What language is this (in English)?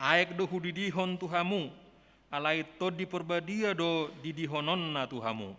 Batak Toba